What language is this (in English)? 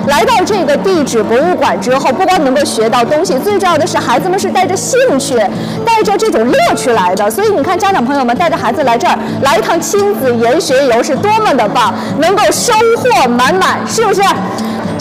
Chinese